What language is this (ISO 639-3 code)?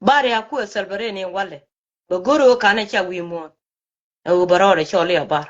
nus